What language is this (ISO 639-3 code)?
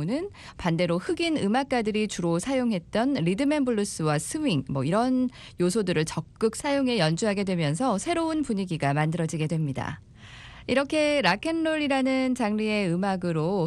kor